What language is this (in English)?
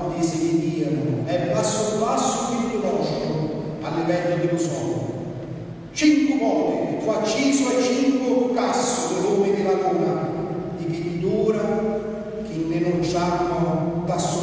Sicilian